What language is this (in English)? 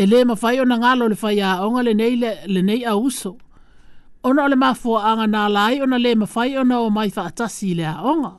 Samoan